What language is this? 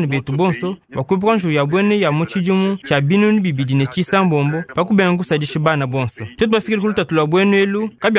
Luba-Lulua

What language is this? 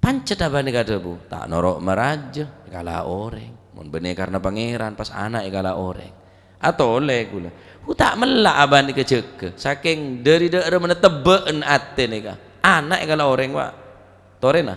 Madurese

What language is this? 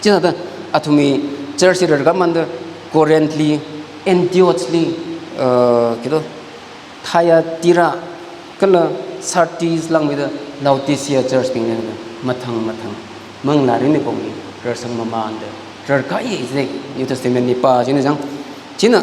Tangkhul Naga (India)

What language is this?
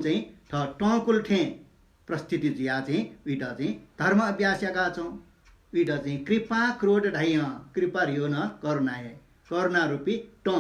Newari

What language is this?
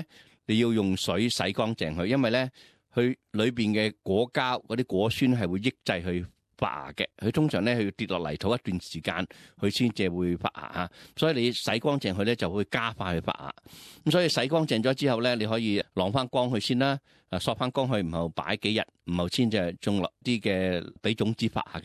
Cantonese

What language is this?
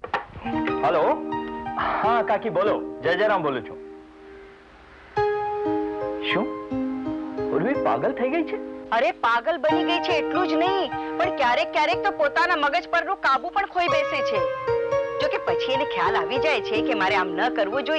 Gujarati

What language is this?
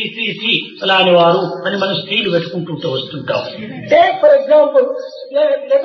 Telugu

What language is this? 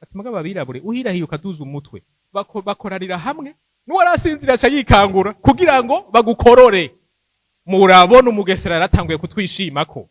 Rundi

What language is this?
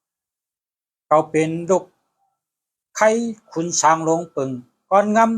Shan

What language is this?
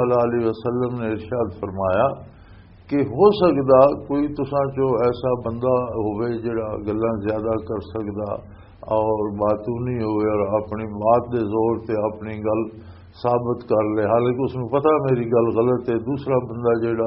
Western Panjabi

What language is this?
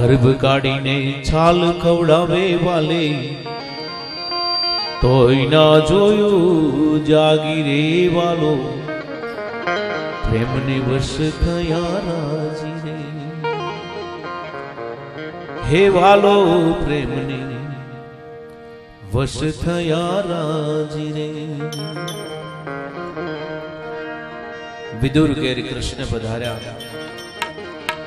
Gujarati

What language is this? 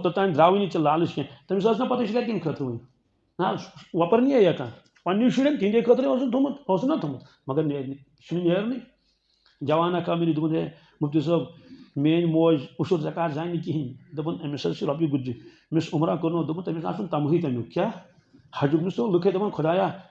Kashmiri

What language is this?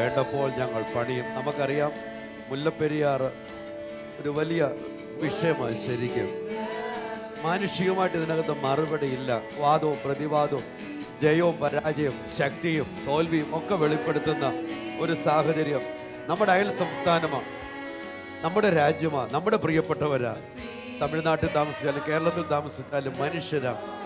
Malayalam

